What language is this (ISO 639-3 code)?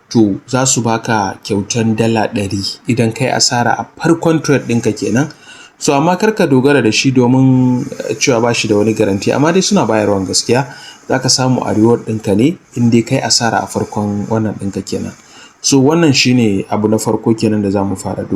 hau